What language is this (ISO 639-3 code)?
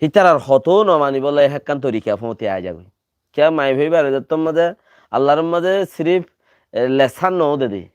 rhg